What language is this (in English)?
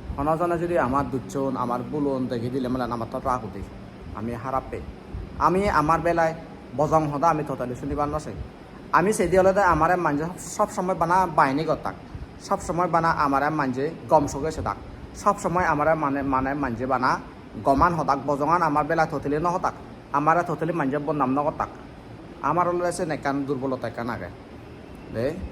Chakma